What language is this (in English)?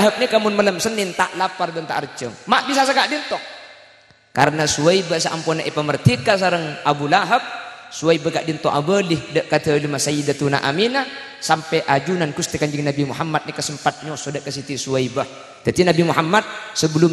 Madurese